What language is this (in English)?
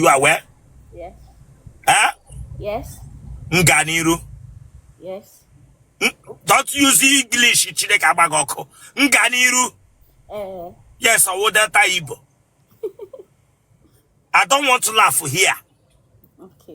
Igbo